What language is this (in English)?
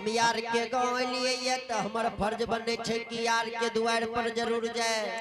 Angika